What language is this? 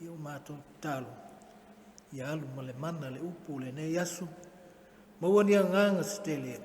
Samoan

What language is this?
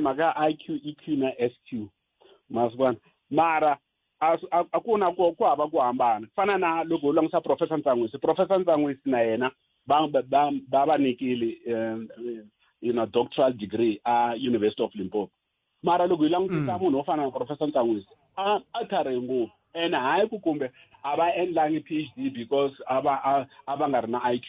Tsonga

